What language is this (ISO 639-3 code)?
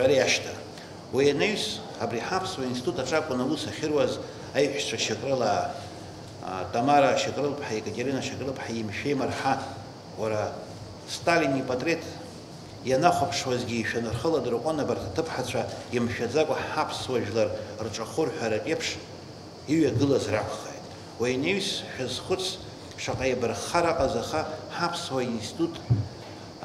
abk